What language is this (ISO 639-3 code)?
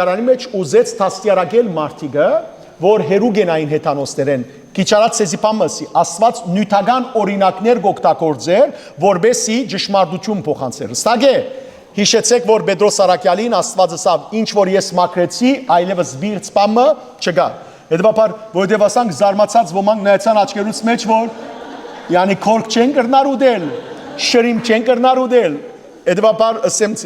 hyw